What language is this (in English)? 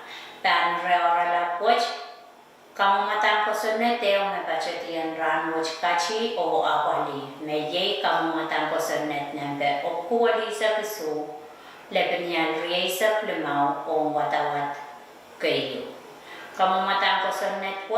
Pohnpeian